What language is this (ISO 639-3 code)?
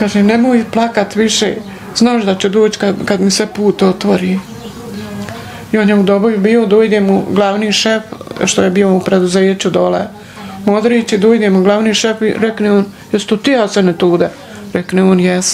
bos